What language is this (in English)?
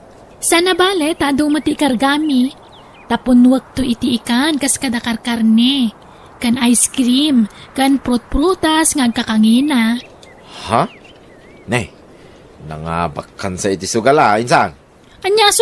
Iloko